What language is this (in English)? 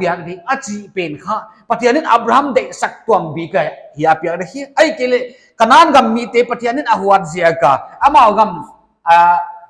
Paite Chin